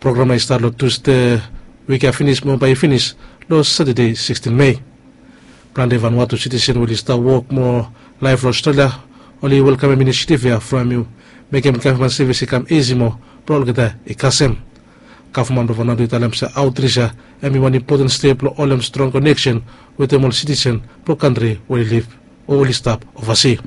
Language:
Bislama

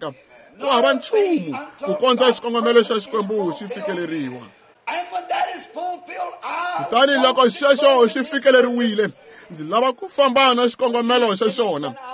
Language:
Tsonga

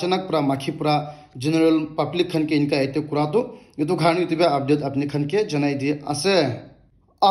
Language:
Naga Pidgin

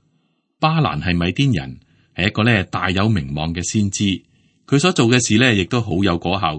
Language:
Cantonese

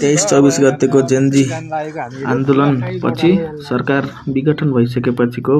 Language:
Nepali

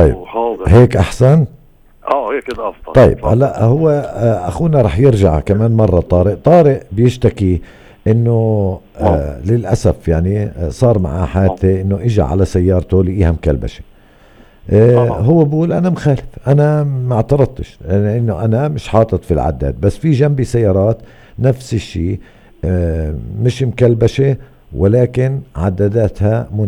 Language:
North Levantine Arabic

